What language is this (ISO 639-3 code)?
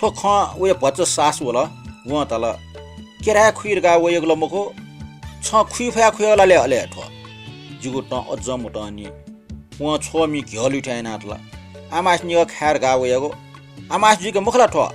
new